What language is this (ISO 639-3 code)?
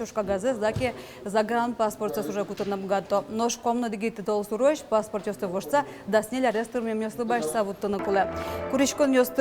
udm